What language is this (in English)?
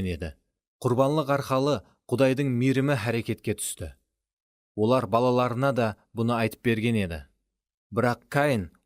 Kara-Kalpak